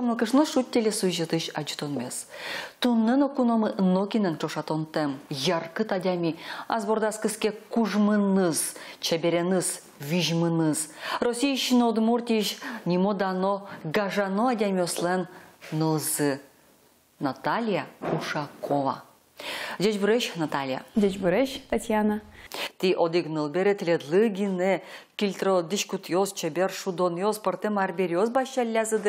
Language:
Udmurt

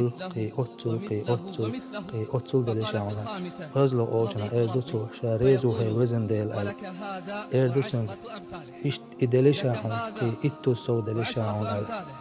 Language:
Chechen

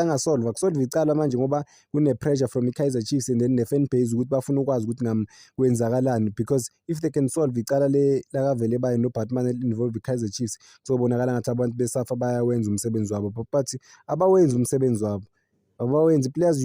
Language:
Zulu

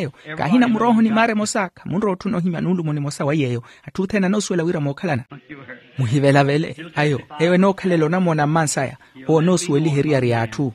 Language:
Makhuwa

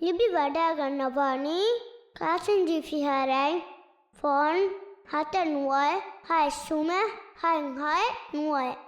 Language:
Divehi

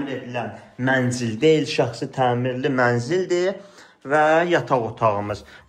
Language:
Azerbaijani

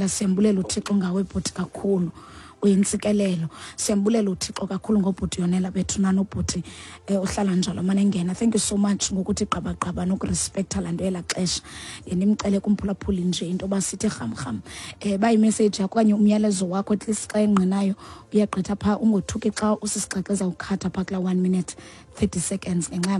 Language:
Xhosa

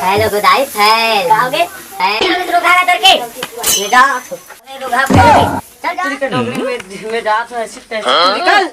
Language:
Chhattisgarhi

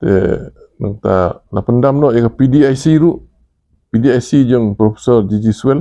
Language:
Khasi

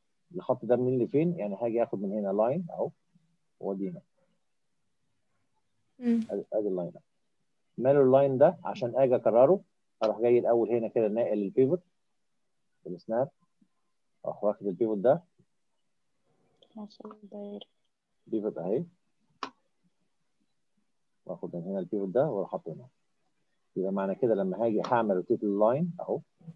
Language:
Egyptian Arabic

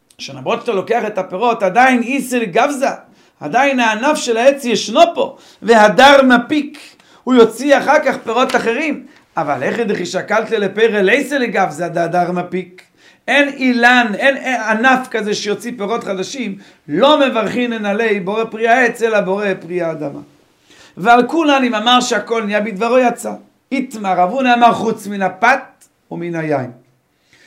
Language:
Hebrew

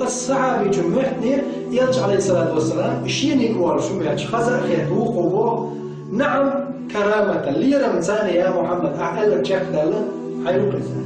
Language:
Chechen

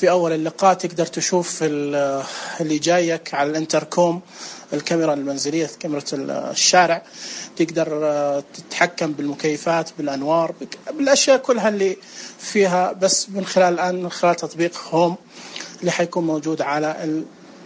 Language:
Najdi Arabic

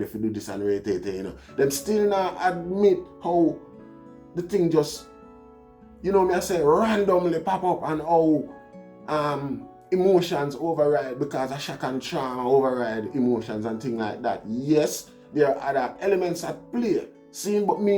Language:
Jamaican Creole English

